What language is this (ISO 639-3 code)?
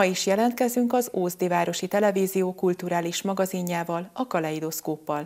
hun